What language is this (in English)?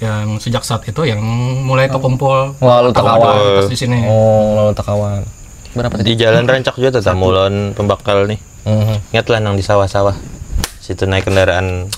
Banjar